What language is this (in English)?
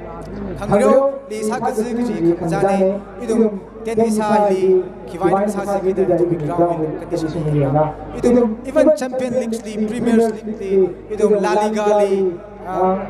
Tangkhul Naga (India)